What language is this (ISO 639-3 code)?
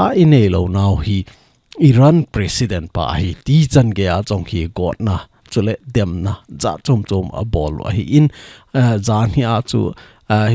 tcz